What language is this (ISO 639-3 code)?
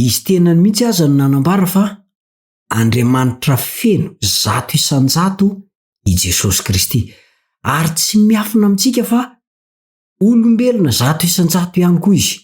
mlg